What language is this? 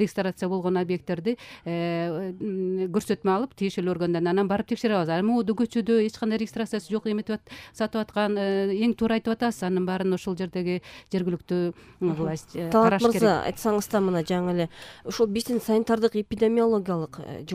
Kyrgyz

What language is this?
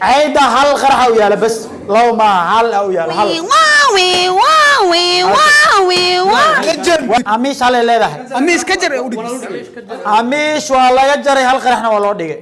Somali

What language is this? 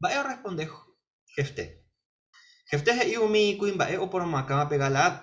Guarani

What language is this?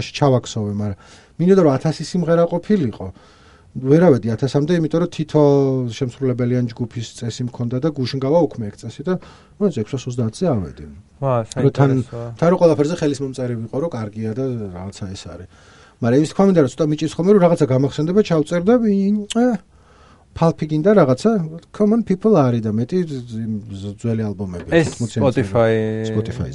Georgian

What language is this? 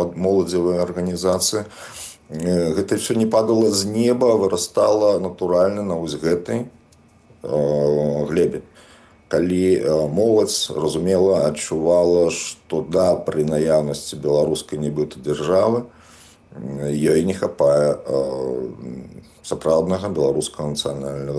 Belarusian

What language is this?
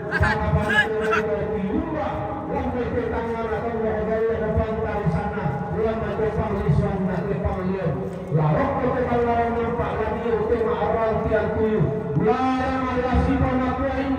Toraja-Sa'dan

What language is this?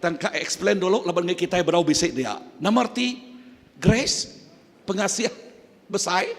Iban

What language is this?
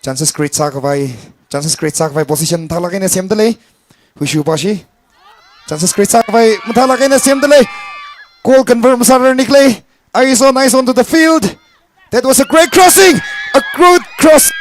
Tangkhul Naga (India)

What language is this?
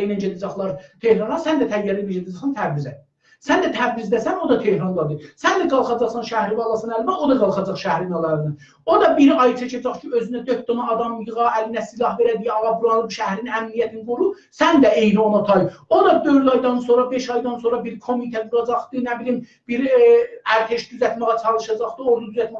South Azerbaijani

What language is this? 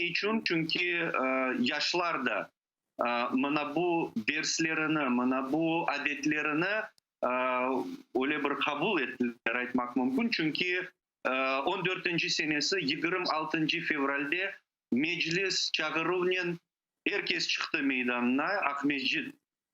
Crimean Tatar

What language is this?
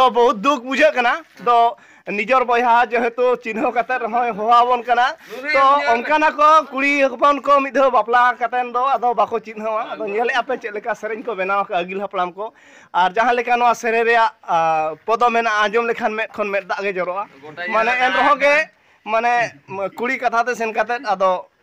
Santali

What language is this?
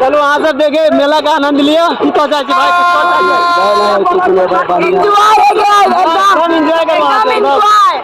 Maithili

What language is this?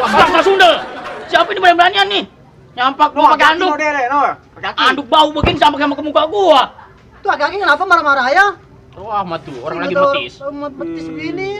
Betawi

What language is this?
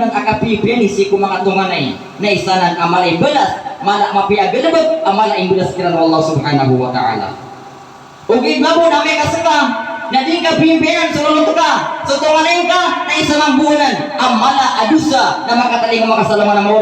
Maranao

